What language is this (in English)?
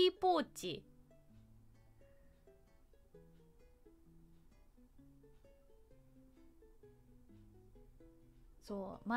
Japanese